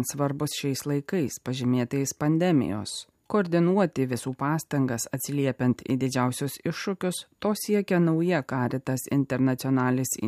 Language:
Lithuanian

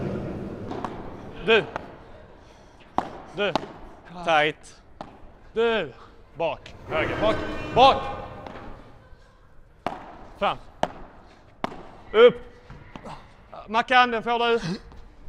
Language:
Swedish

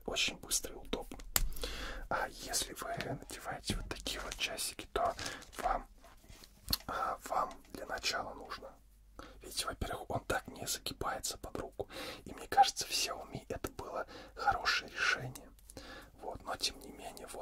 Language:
Russian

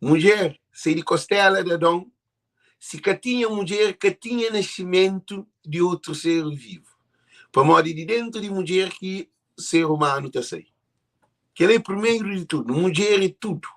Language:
Kabuverdianu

